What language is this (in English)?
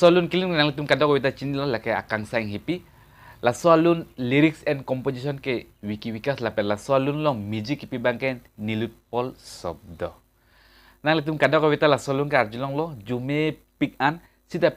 Karbi